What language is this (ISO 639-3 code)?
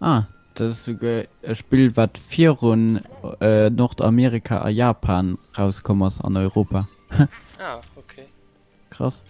ltz